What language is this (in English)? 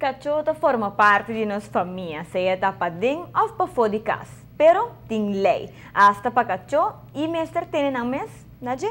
Papiamento